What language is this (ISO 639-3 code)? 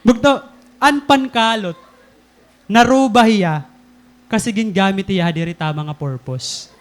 war